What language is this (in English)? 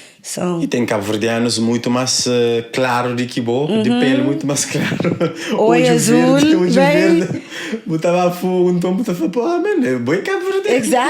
Kabuverdianu